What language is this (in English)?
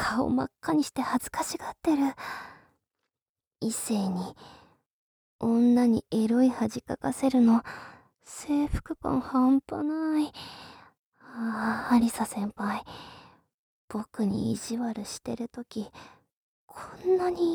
Japanese